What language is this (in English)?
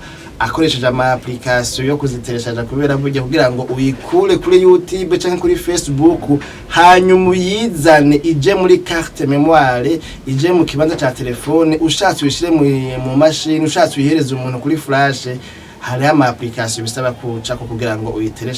Rundi